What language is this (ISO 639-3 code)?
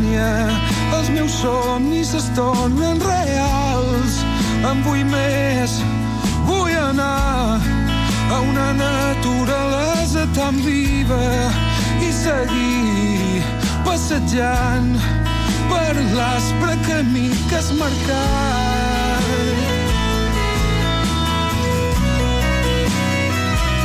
cat